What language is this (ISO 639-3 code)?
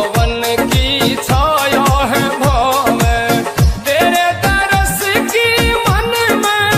bgc